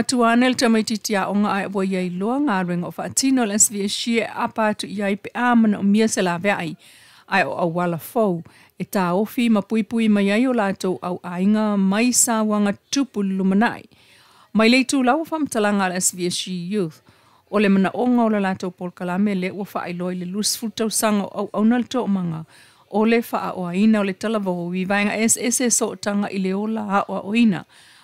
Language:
Samoan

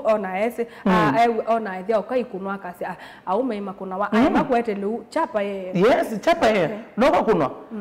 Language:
Kamba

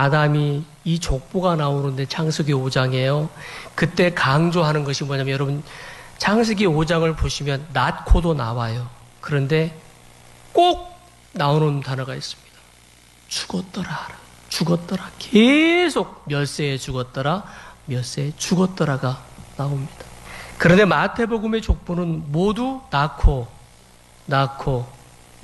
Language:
Korean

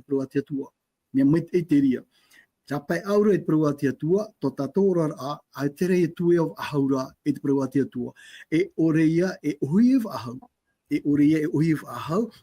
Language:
Tahitian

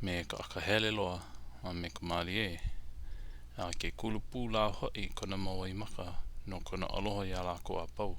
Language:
Hawaiian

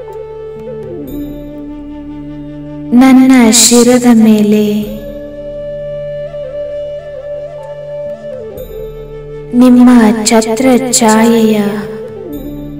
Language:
Kannada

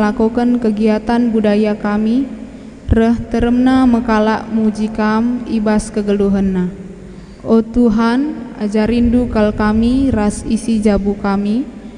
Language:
Batak Karo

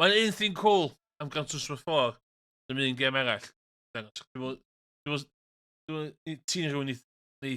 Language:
Welsh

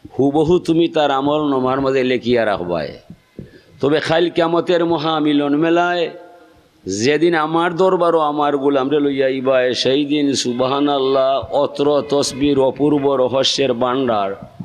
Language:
Sylheti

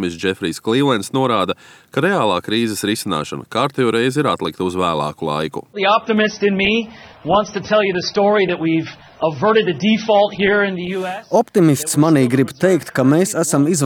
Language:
Latvian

